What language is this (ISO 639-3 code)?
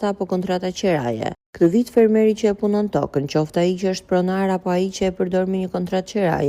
sqi